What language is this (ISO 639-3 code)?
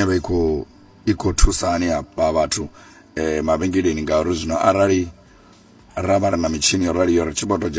ven